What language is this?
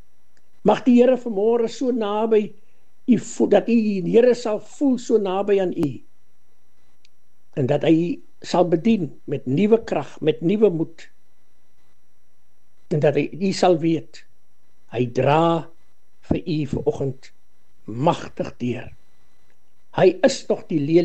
Afrikaans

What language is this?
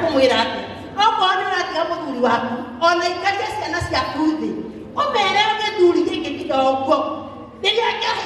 Kikuyu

